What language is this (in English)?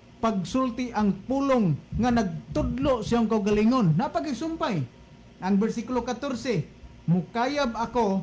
Cebuano